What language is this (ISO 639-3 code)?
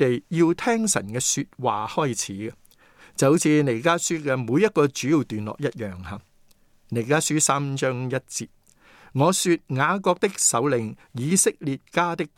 yue